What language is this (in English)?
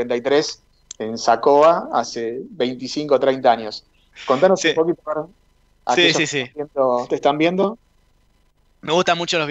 Spanish